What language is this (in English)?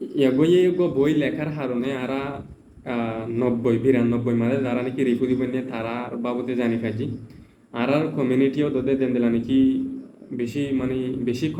Rohingya